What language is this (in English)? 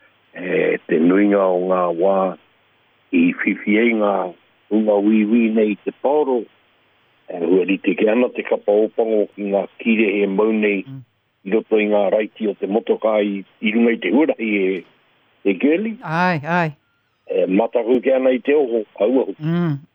Māori